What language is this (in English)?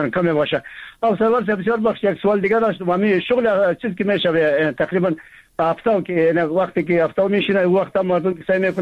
Persian